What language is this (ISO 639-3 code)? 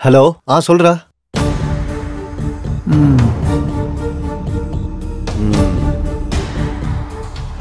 tam